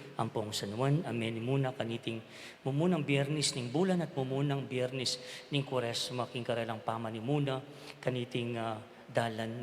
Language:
Pampanga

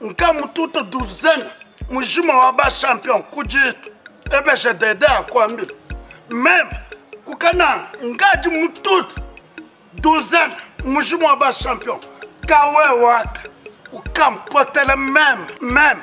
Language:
Luba-Lulua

